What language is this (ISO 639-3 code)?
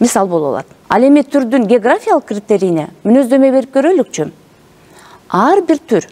kir